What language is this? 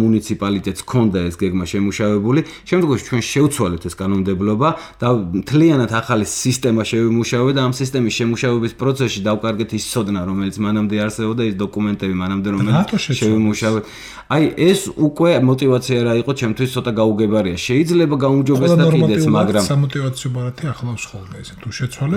Georgian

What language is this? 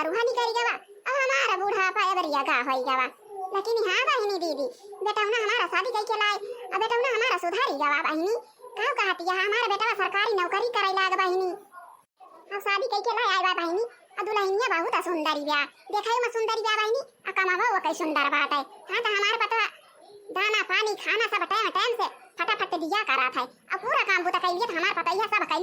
Awadhi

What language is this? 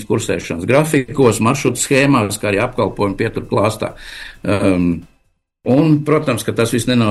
Latvian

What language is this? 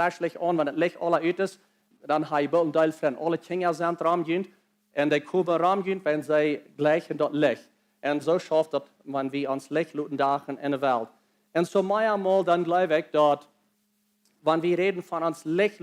Plautdietsch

